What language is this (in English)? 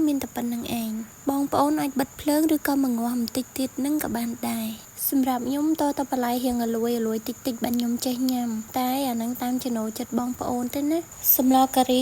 Khmer